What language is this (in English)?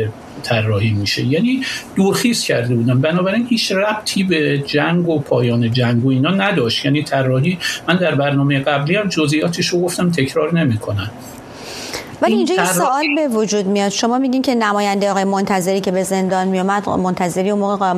Persian